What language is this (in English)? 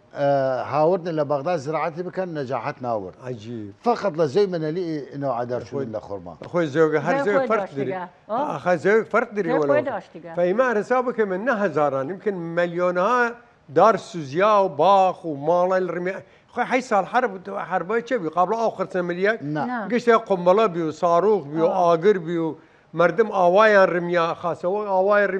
Southern Kurdish